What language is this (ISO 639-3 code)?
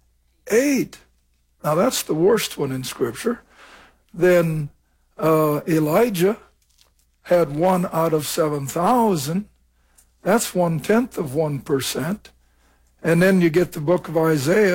eng